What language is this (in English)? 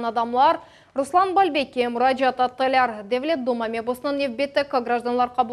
Crimean Tatar